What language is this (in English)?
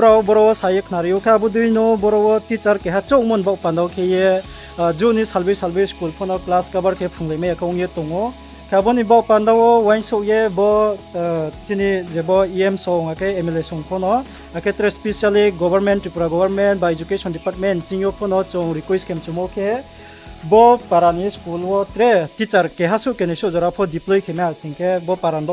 Riang (India)